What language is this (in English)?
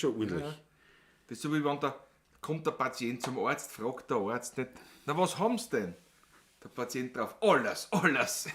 Bavarian